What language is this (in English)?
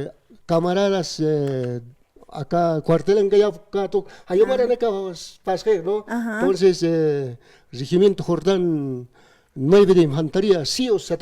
Aymara